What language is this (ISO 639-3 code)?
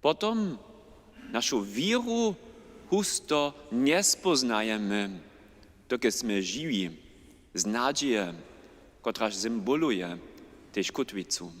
hsb